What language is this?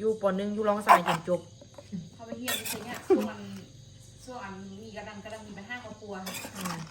Lao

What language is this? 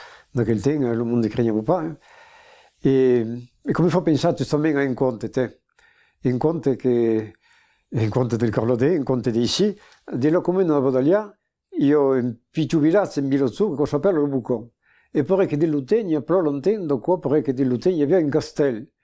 Occitan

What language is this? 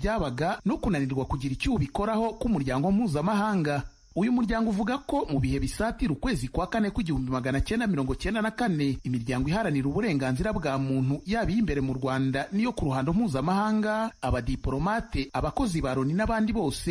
Kinyarwanda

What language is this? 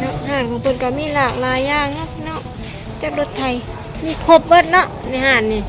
Lao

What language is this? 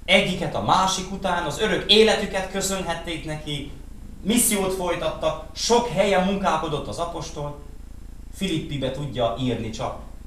Hungarian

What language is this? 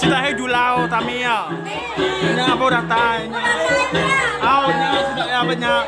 Iban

